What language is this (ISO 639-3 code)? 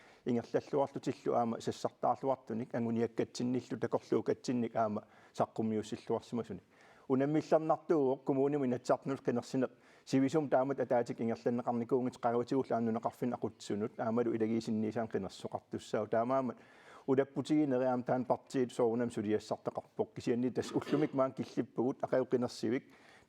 kal